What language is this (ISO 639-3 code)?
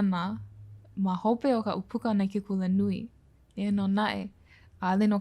haw